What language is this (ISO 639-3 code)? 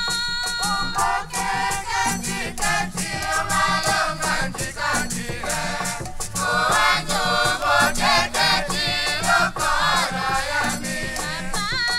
tll